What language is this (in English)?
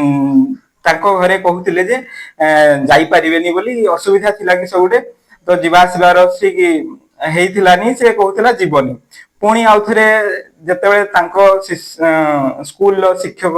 Odia